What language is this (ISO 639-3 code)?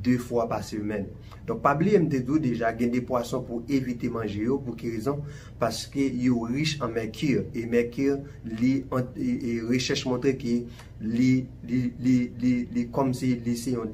hat